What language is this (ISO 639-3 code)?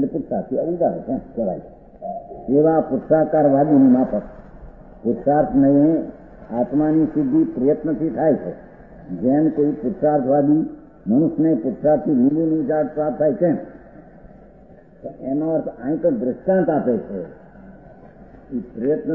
guj